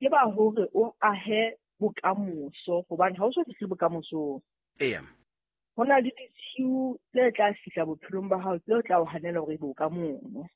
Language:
Southern Sotho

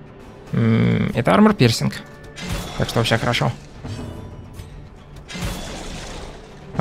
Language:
Russian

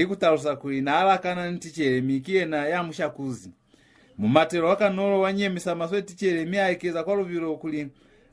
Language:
Lozi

